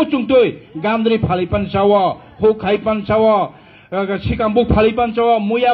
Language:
Kok Borok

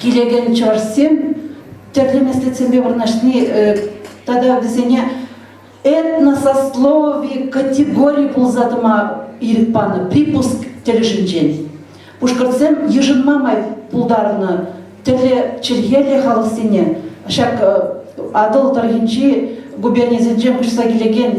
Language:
Chuvash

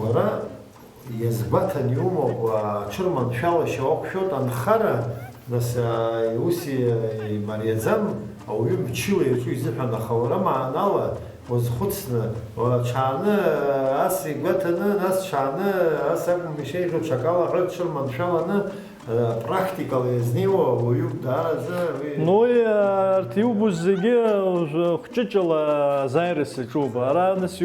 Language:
Abkhazian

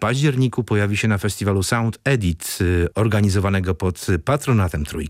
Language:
Polish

